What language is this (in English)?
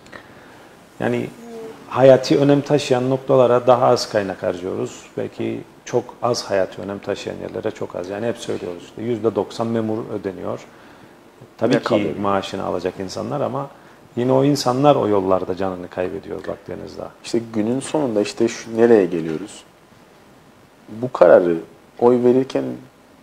Turkish